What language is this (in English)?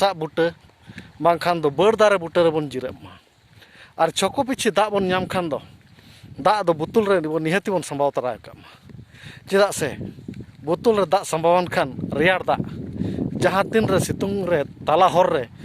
Santali